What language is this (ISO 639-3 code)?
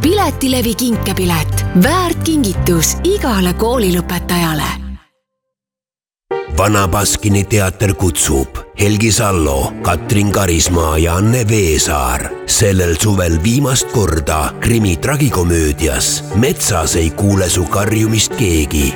est